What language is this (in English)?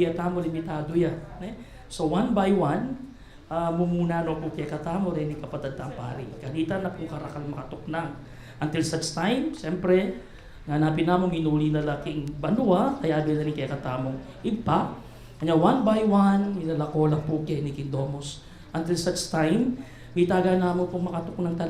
Pampanga